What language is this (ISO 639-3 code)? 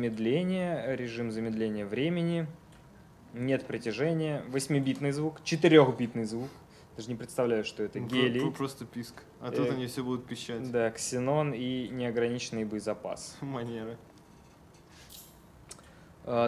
rus